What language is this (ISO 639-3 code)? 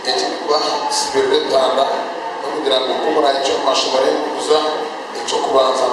nyn